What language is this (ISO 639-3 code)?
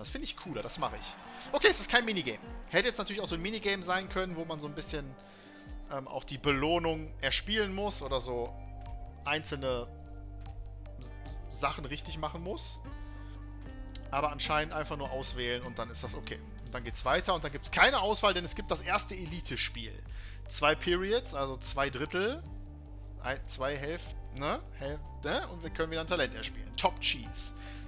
deu